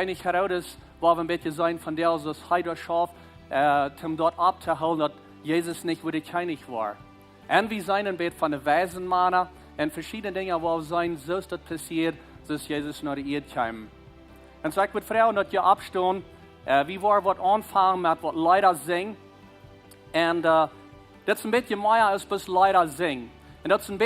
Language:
Plautdietsch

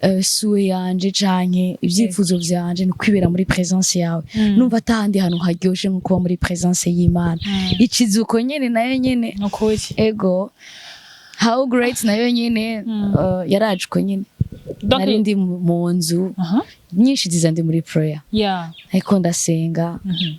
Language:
Rundi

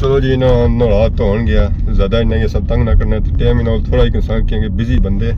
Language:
Pahari-Potwari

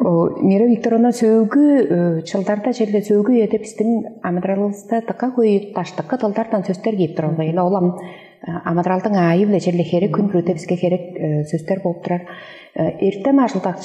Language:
Tuvinian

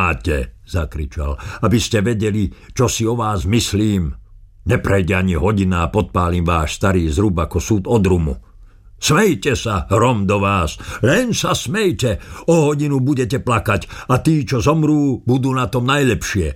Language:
Slovak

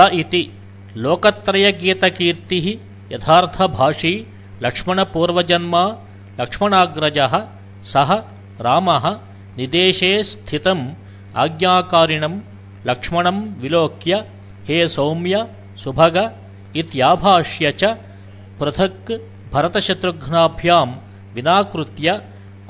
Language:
Sanskrit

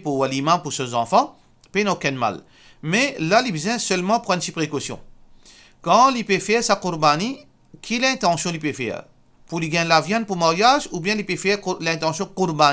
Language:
Morisyen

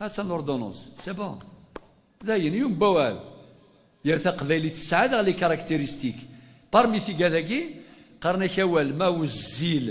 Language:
Kabyle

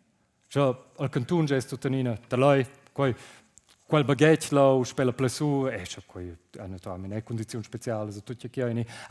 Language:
Romansh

